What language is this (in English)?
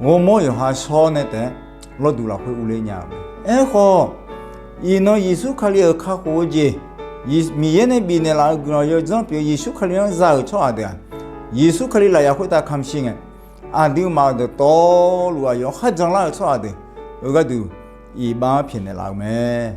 Akha